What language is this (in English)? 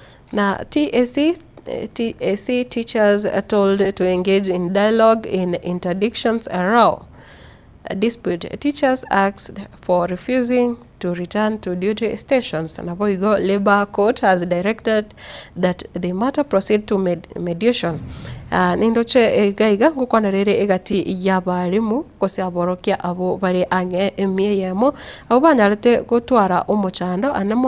Gusii